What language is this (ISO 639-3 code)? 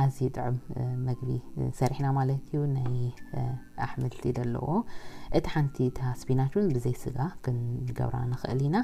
tir